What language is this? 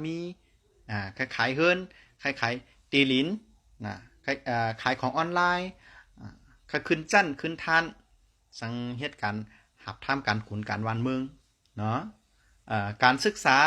Shan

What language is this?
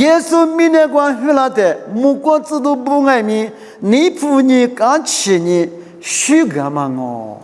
Lisu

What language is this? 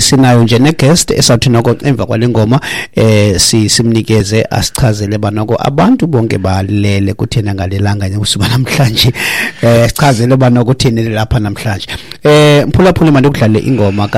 Xhosa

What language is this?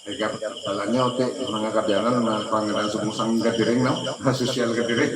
Hiligaynon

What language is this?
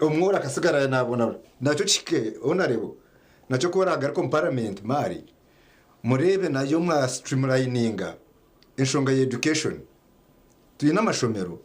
Nyankole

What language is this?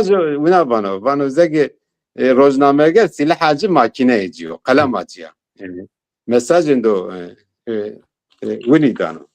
Zaza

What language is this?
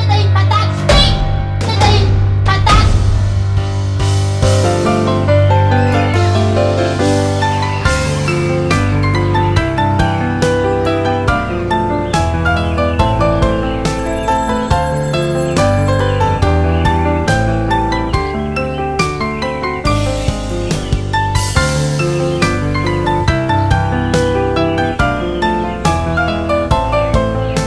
French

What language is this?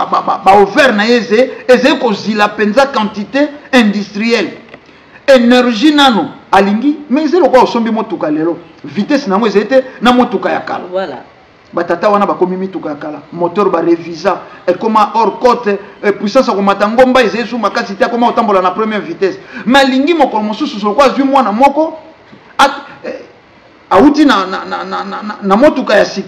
Lingala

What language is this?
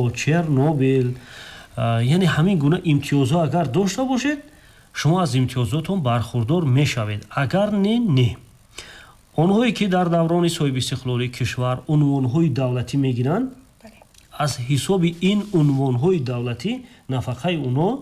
Tajik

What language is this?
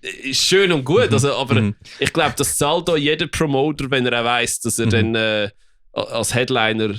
Swiss German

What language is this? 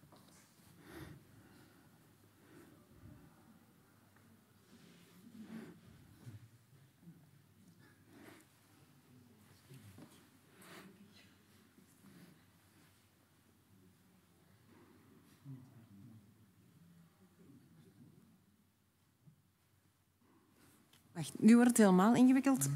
Dutch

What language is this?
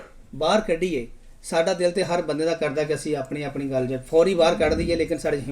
Western Panjabi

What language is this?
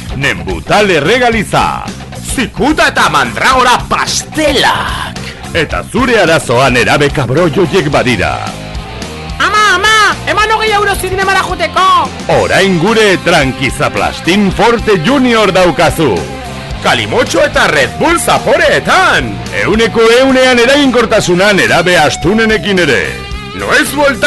Basque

